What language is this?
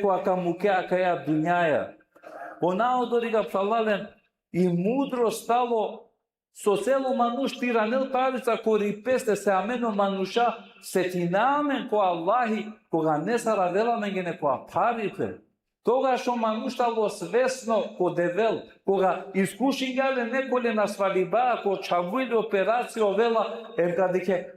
Balkan Romani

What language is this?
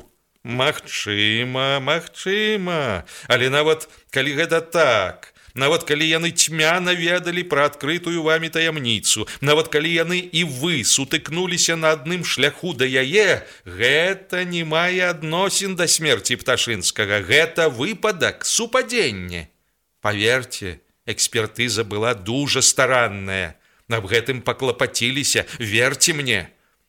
Belarusian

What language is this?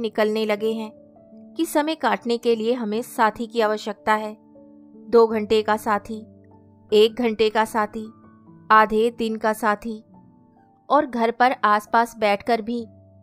Hindi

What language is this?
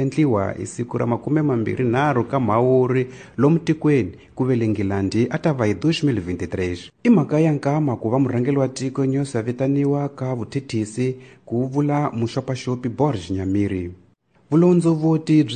Tsonga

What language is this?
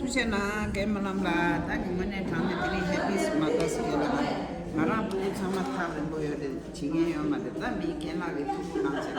Tibetan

